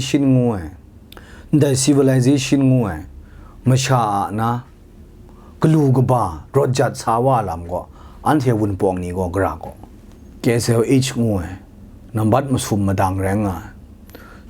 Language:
Kachin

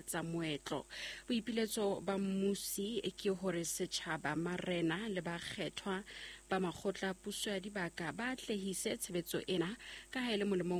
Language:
Southern Sotho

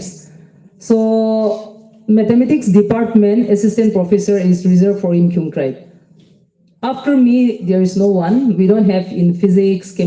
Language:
Yimchungru Naga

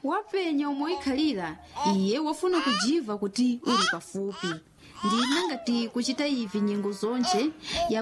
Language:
Nyanja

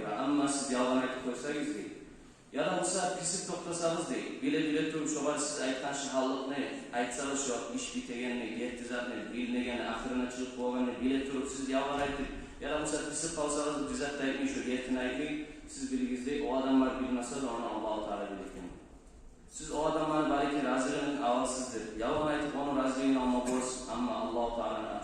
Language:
Kumyk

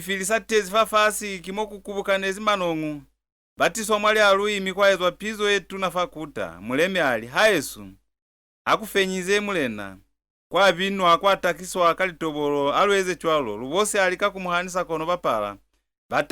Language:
Lozi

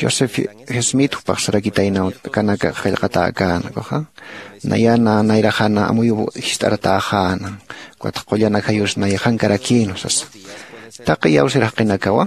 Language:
Aymara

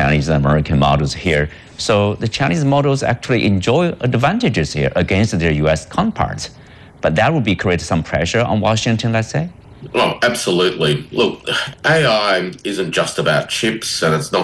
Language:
English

